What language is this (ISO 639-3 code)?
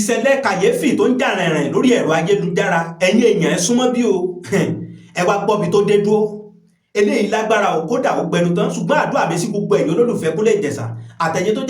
yor